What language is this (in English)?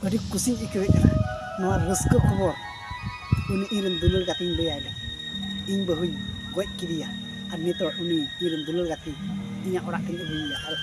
Santali